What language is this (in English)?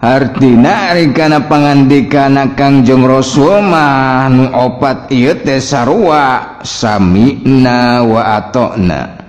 Sundanese